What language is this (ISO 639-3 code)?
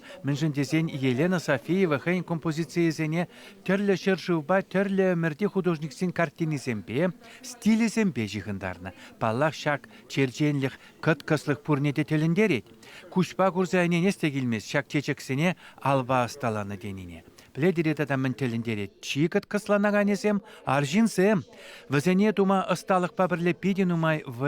chv